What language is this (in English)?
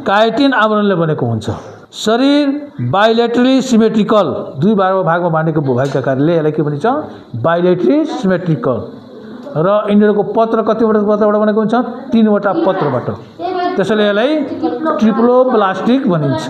Nepali